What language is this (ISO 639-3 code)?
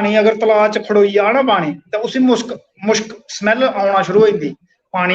doi